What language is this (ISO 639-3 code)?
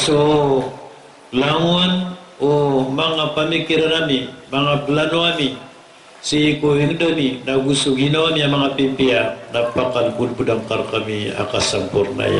mrw